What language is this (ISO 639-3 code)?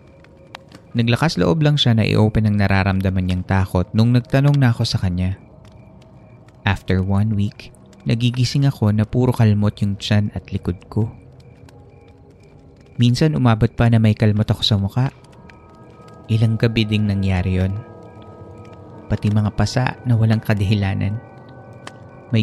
fil